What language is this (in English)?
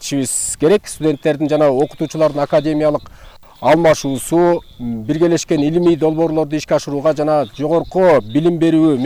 Kyrgyz